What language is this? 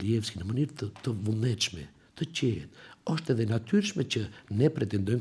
Albanian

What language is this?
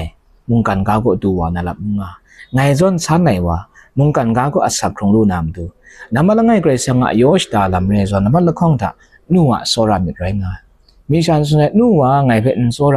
Kachin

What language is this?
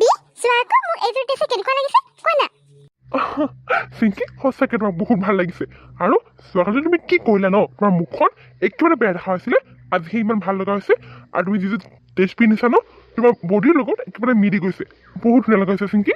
Assamese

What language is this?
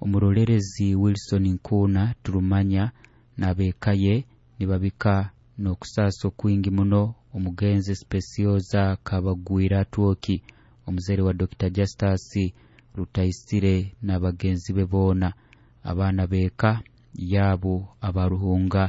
Nyoro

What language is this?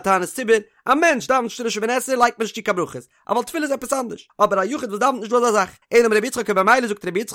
Yiddish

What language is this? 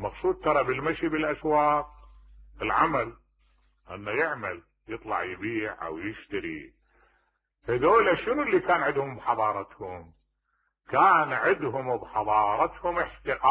Mesopotamian Arabic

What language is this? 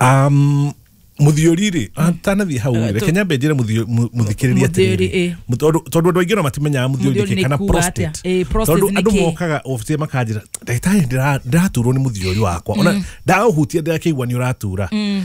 Kikuyu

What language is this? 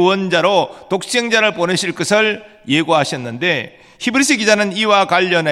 Korean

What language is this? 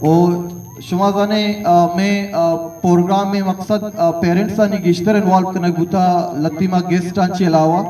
Eastern Balochi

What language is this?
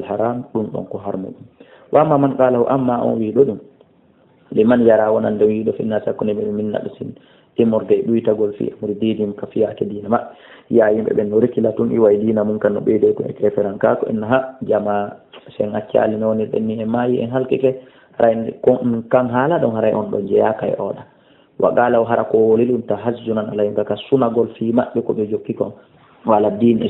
Fula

